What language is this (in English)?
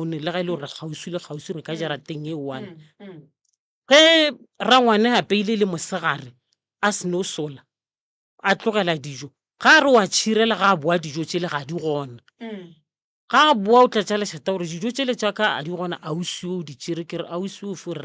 Northern Sotho